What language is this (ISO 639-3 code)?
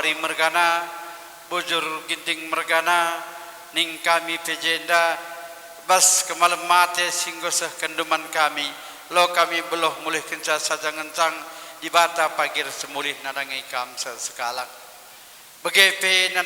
btx